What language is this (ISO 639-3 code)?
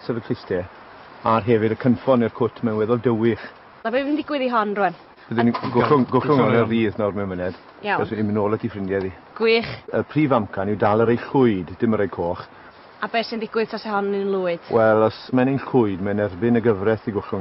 cym